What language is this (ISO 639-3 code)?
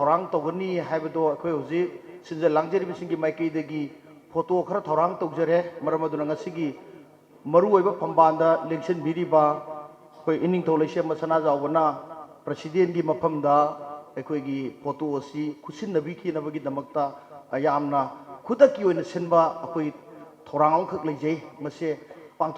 mni